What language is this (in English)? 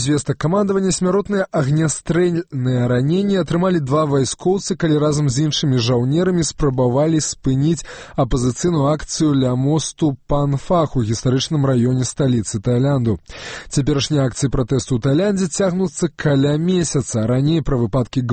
Belarusian